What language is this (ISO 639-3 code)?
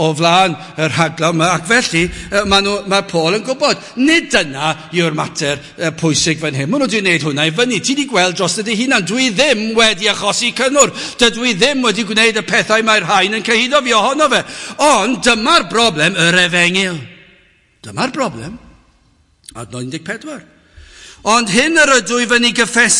cym